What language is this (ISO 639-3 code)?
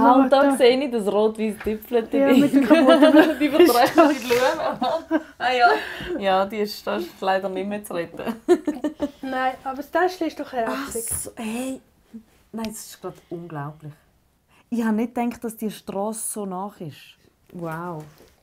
gsw